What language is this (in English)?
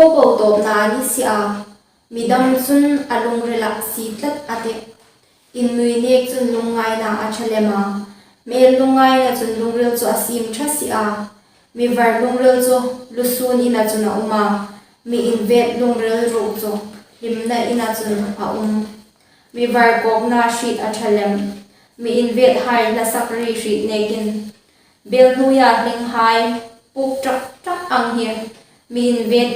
Hmar